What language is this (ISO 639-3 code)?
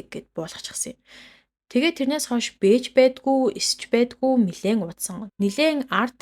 mon